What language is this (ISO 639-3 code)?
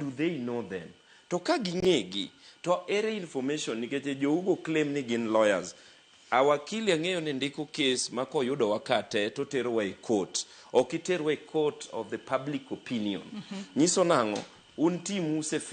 luo